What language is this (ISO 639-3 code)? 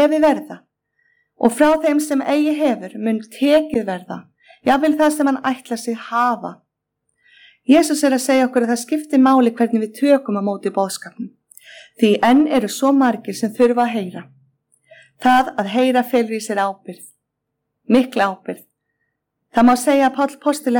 isl